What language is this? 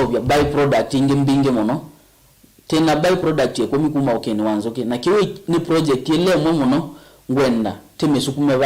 Kamba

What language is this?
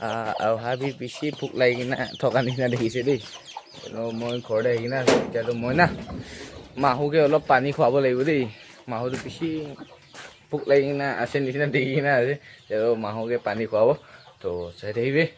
Naga Pidgin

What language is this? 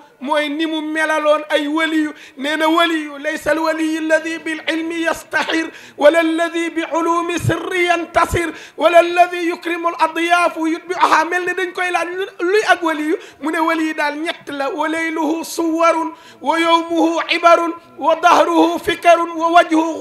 Wolof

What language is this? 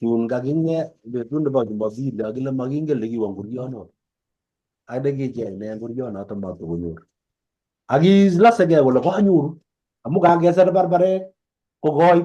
Kalenjin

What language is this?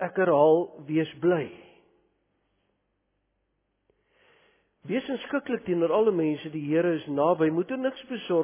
Afrikaans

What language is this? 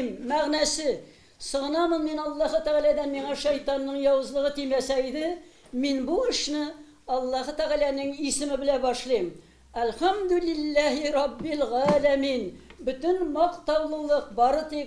Tatar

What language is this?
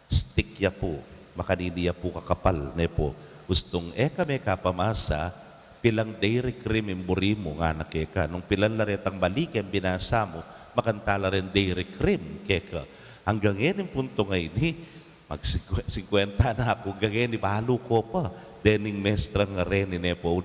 Pampanga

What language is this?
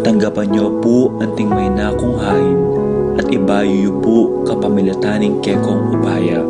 Pampanga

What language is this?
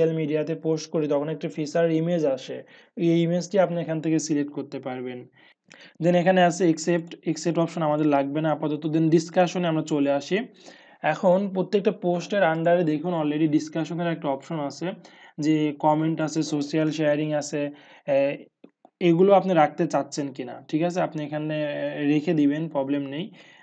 Bangla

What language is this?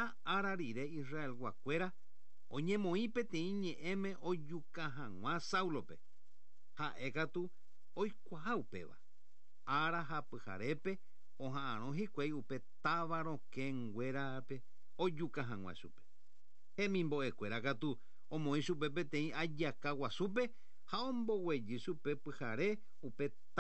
Guarani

